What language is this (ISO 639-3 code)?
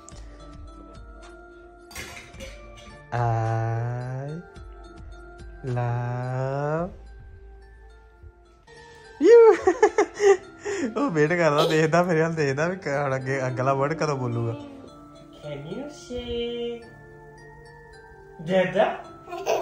pan